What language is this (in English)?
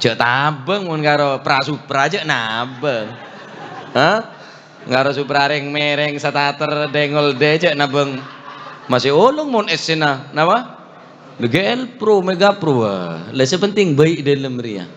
Madurese